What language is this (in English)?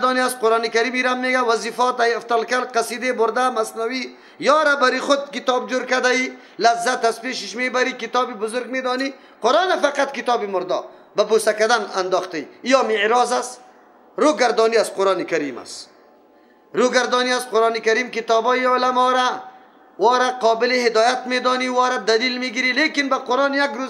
Persian